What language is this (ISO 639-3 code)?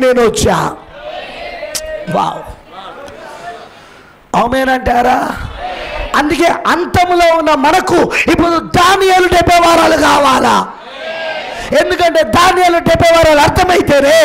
tel